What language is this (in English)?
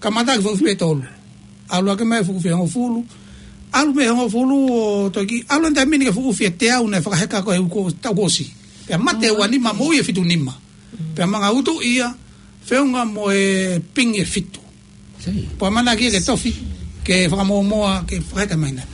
Tongan